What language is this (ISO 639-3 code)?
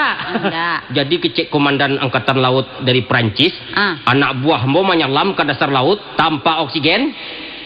min